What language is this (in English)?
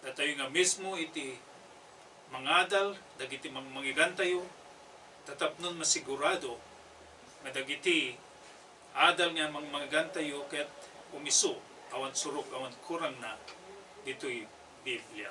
Iloko